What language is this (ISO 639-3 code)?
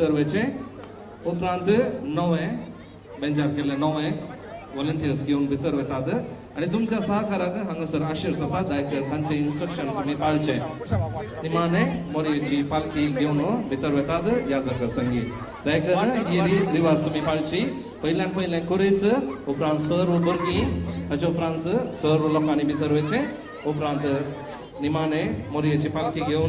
kok